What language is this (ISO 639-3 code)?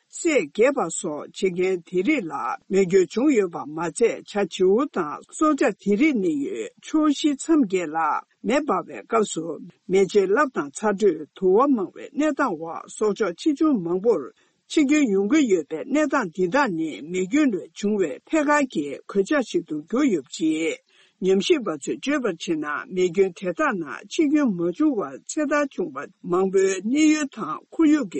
bod